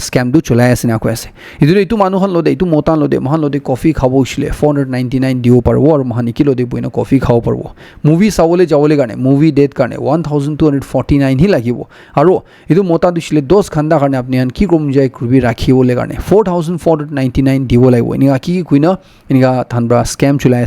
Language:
Naga Pidgin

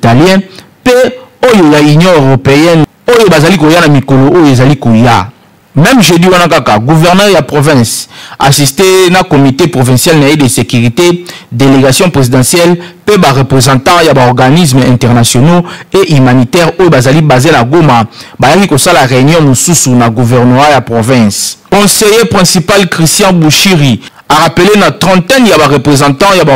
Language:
Lingala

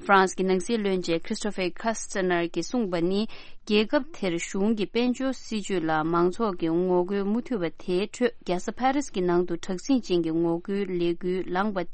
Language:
Tibetan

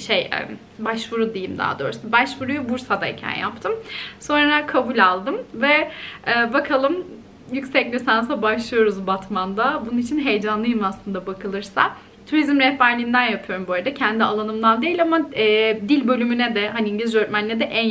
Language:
Turkish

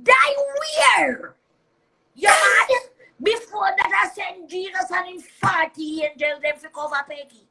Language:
Jamaican Creole English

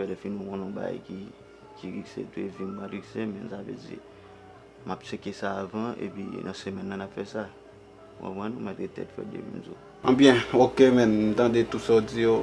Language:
Haitian Creole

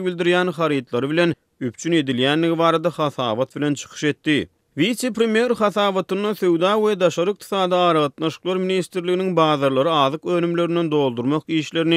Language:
Turkmen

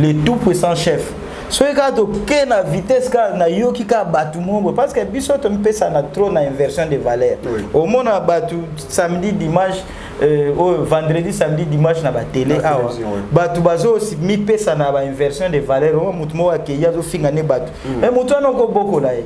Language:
Lingala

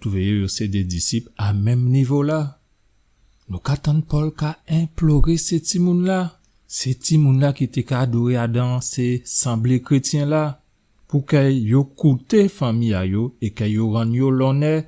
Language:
Guadeloupean Creole French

